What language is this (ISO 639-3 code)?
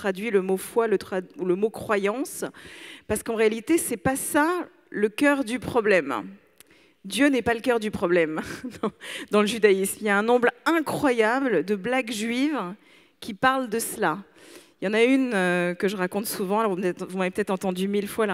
fra